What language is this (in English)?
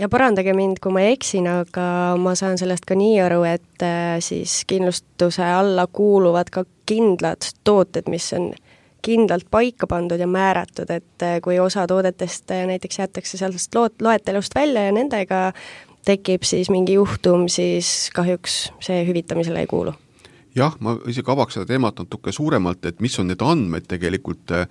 Estonian